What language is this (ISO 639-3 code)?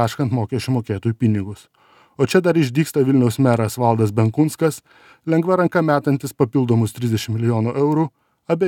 lit